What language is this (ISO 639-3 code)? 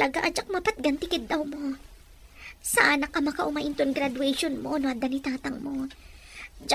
ilo